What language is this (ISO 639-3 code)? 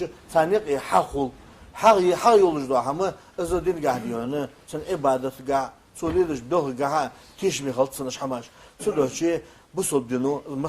inh